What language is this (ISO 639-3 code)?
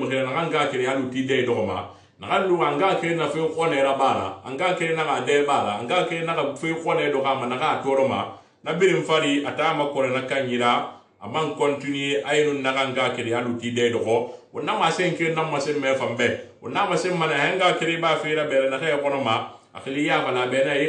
sus